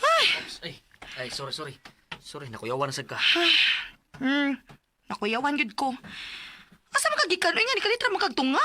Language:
Cebuano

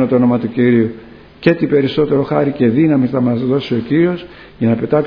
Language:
Greek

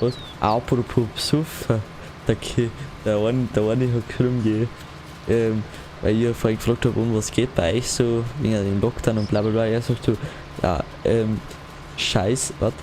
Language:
Bavarian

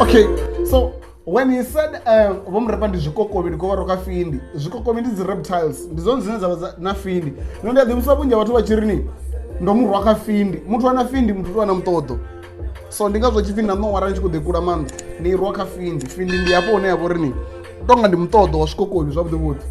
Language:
Venda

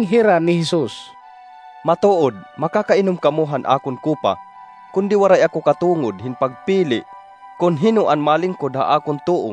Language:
Waray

